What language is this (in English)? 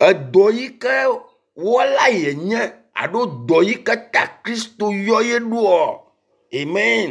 Ewe